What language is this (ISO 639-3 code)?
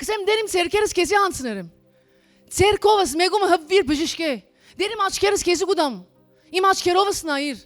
hyw